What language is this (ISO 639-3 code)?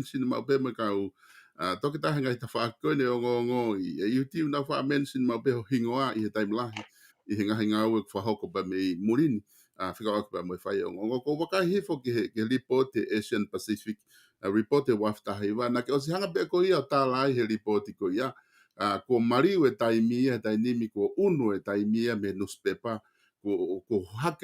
ton